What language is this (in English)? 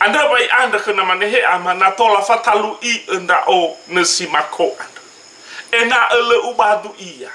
Nias